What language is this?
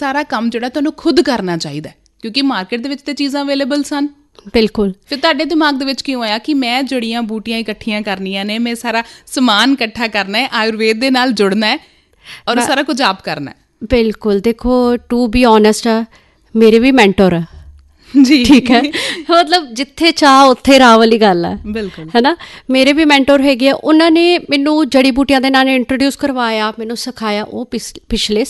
Punjabi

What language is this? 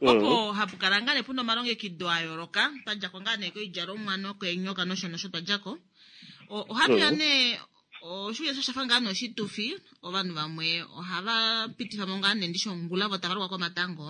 Kuanyama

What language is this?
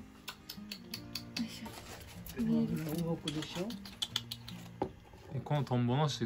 Japanese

